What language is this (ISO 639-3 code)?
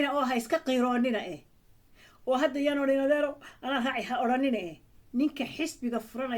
som